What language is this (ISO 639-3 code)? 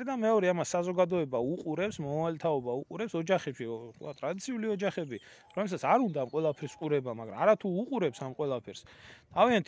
kat